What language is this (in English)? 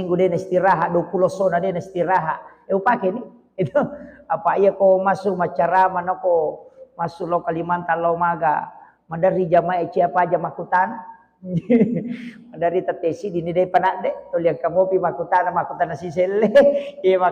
Buginese